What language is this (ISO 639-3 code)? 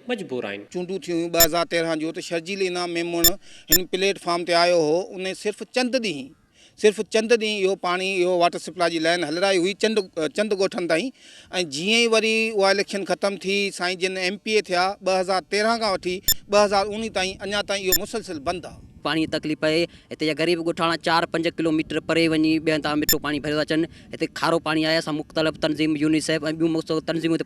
snd